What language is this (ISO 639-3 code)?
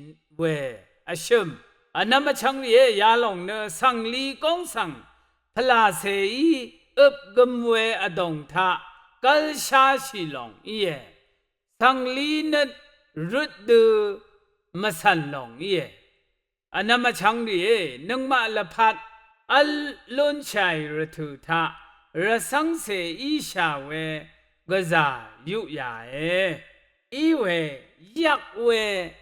raw